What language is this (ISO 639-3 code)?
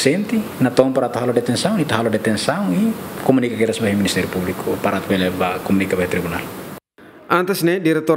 tet